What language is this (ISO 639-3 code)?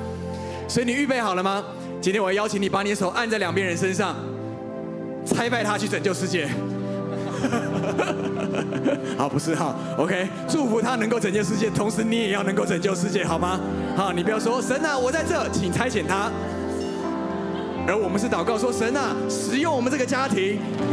zho